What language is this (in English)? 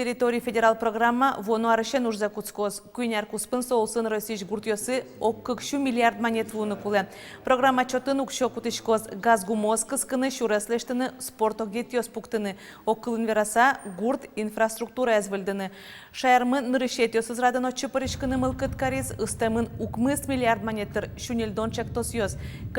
Udmurt